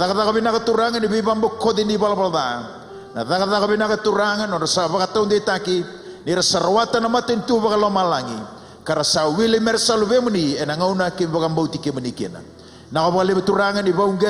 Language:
Fijian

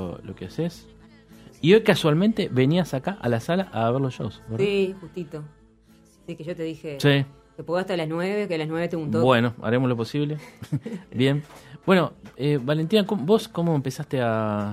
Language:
Spanish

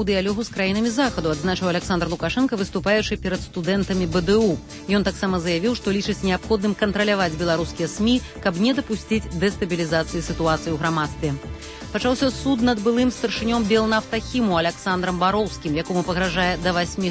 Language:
Belarusian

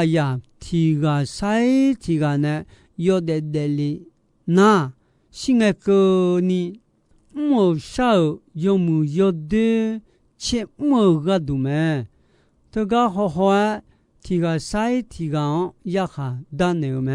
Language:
Akha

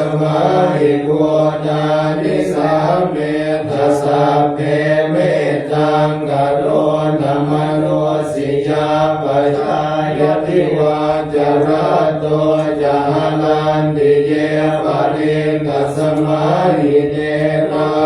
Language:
Pali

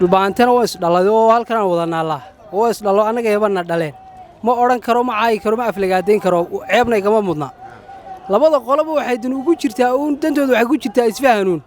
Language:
Somali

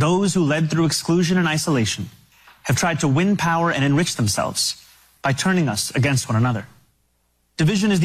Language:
English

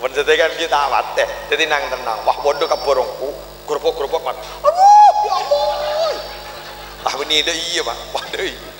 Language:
Madurese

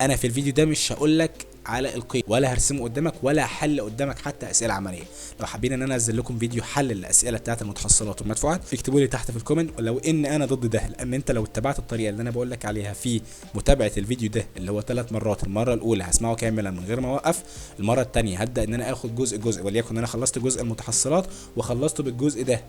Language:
Egyptian Arabic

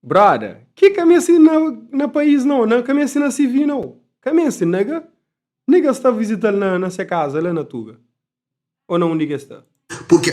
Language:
Kabuverdianu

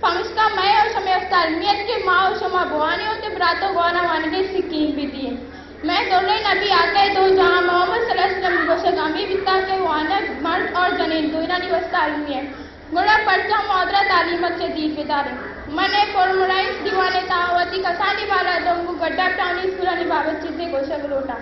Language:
Baluchi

